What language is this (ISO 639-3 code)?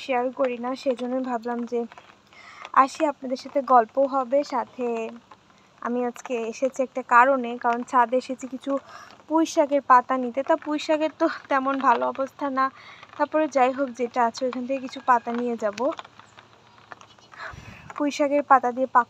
ben